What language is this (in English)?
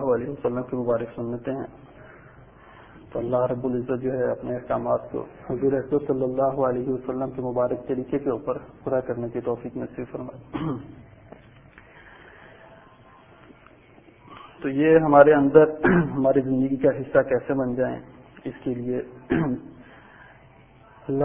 Urdu